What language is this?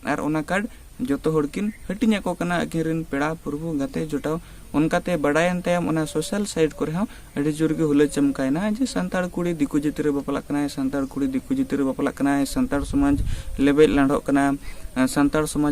Santali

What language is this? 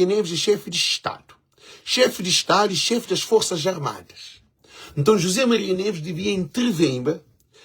Kabuverdianu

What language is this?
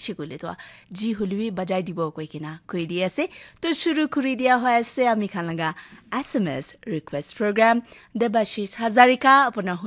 Naga Pidgin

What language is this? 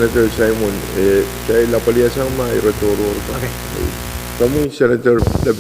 Pohnpeian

